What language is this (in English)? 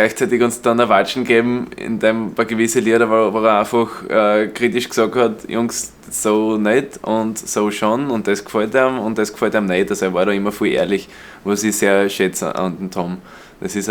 Bavarian